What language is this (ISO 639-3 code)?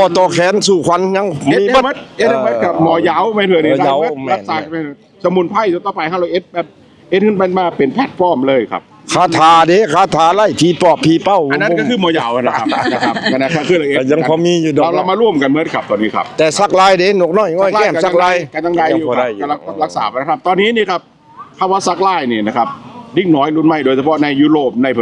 tts